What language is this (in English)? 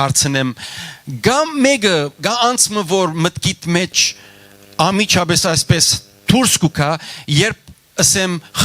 Western Armenian